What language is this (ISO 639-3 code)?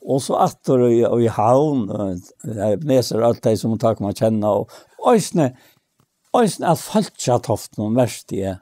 fao